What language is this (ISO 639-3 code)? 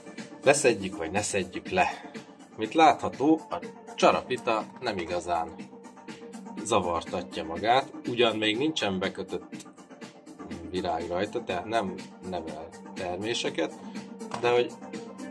hun